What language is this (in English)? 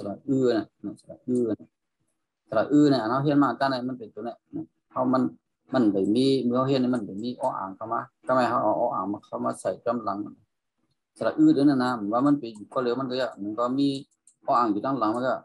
Shan